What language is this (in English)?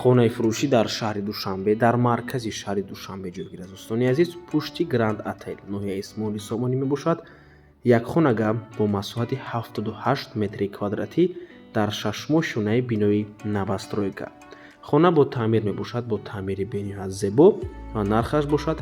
Tajik